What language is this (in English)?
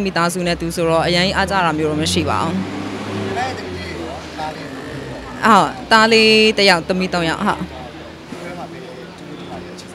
Burmese